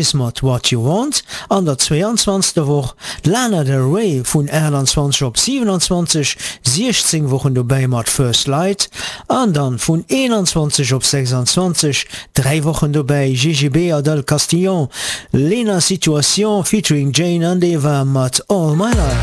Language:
Luxembourgish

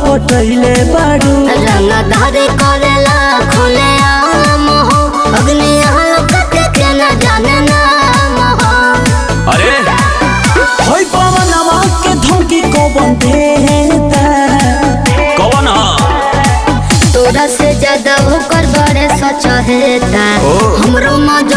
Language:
Bhojpuri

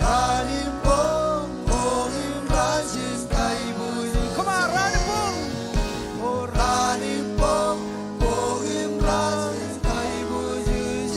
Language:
Marshallese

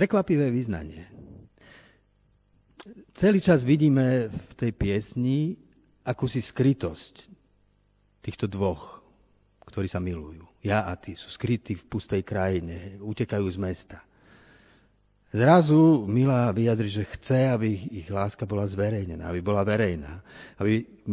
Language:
Slovak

